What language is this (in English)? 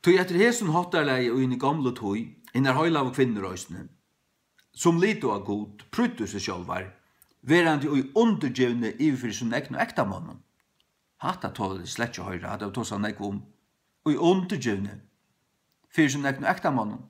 Faroese